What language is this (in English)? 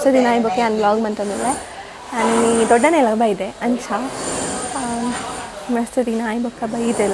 Tulu